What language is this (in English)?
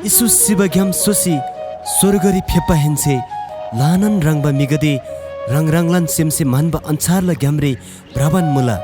Eastern Tamang